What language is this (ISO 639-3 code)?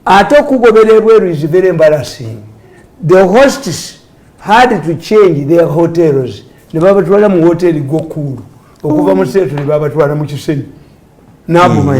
lug